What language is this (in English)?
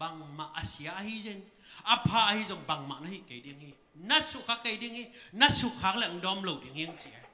Tedim Chin